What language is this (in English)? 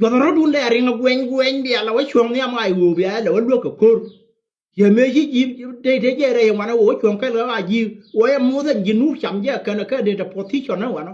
Nuer